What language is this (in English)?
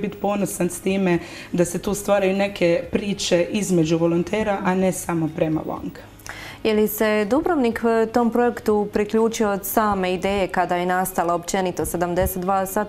Croatian